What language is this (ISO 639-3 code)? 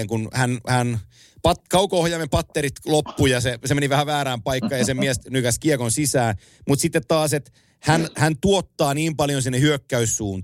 fin